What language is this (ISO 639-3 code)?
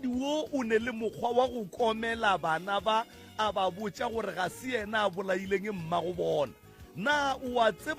nso